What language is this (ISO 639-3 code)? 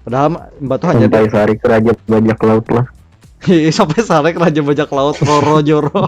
bjn